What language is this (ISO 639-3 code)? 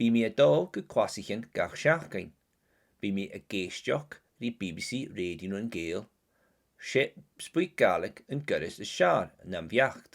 gla